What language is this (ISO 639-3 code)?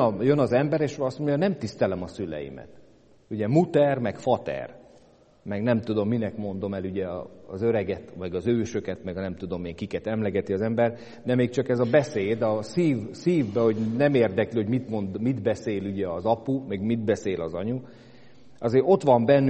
hun